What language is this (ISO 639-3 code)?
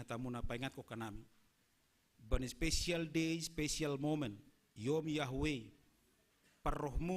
bts